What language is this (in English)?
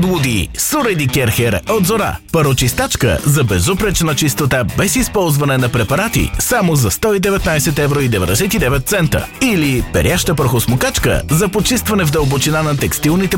Bulgarian